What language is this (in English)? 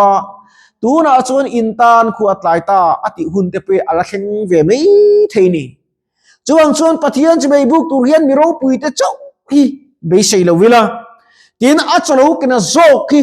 Mizo